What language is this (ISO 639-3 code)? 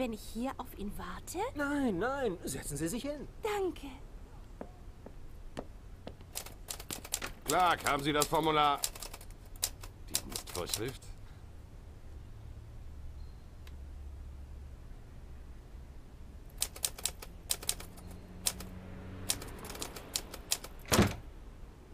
deu